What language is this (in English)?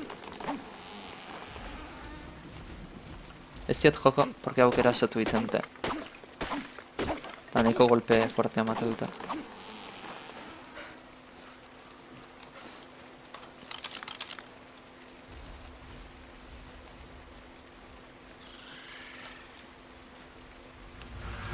Basque